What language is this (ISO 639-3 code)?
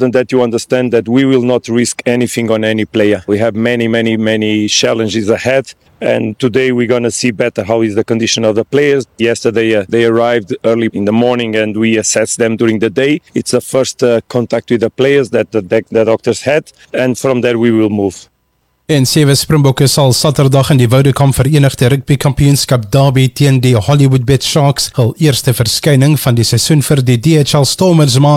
afr